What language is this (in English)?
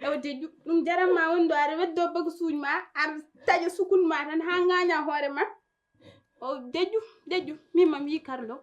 Fula